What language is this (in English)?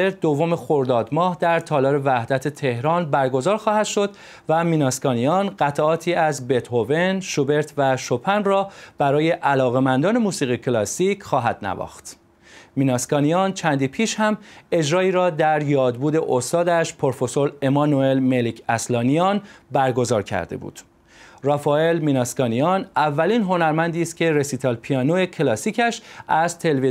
Persian